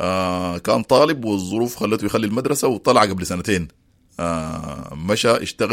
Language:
Sudanese Arabic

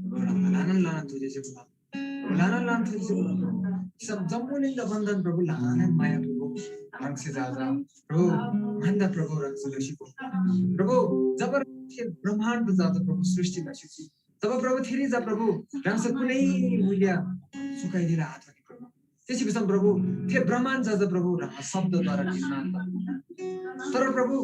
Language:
Eastern Tamang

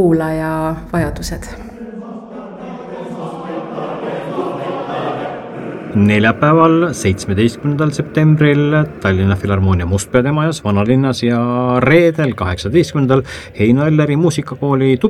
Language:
Estonian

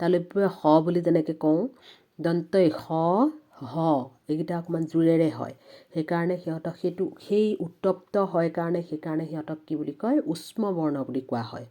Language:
Assamese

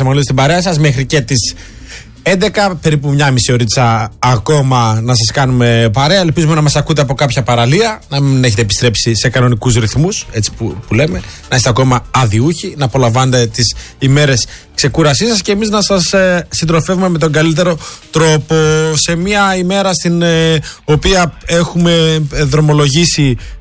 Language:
Greek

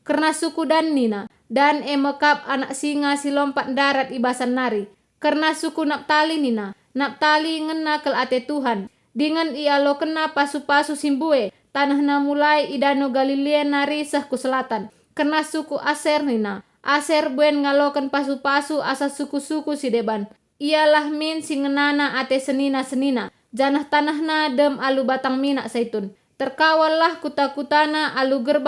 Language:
Batak Karo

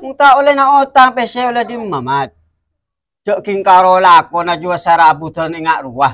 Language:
Madurese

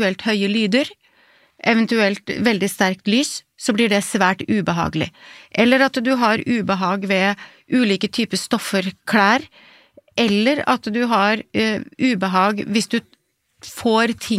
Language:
Norwegian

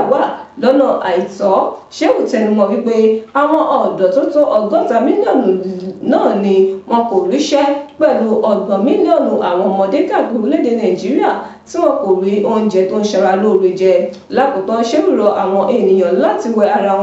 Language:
Yoruba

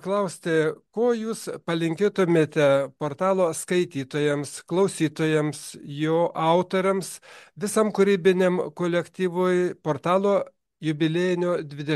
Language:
Lithuanian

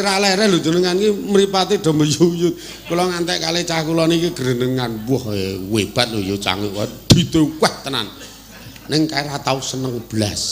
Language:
Javanese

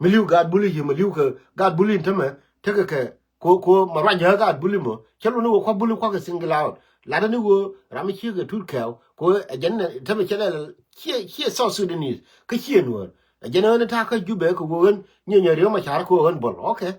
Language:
Nuer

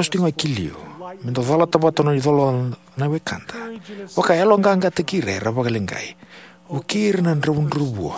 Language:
Fijian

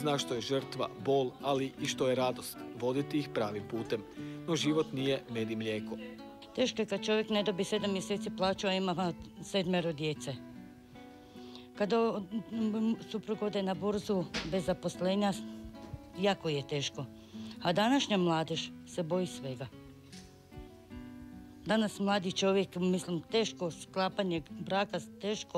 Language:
Croatian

